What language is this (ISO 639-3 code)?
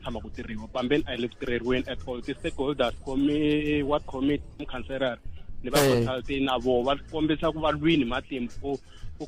tso